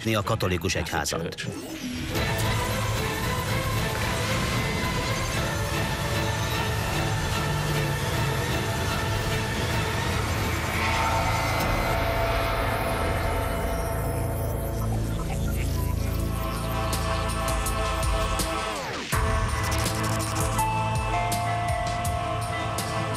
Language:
Hungarian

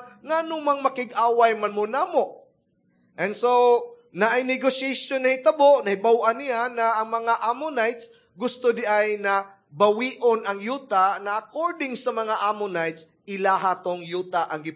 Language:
Cebuano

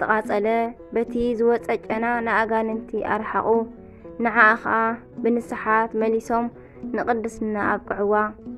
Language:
Tigrinya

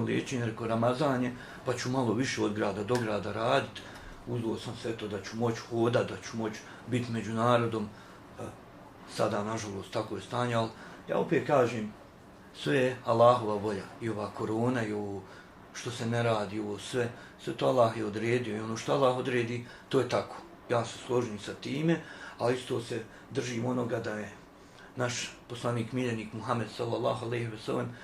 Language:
Bosnian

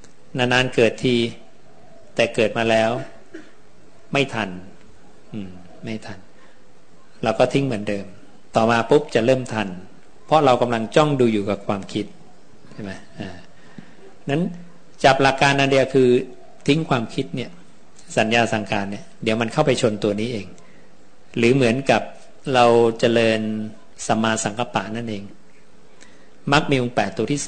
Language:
Thai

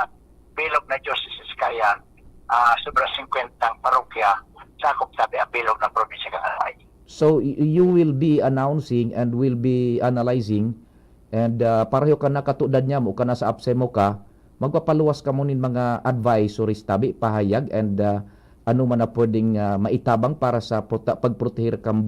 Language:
Bikol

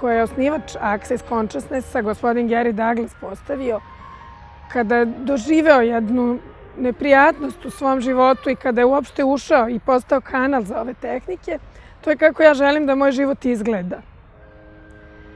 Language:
Serbian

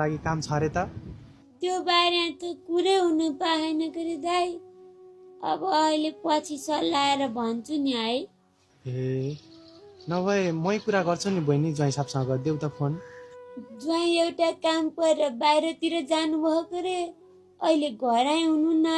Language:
Nepali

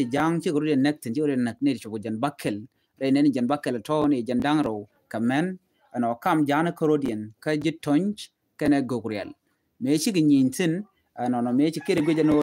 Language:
Nuer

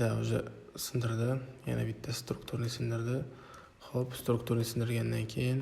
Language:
Uzbek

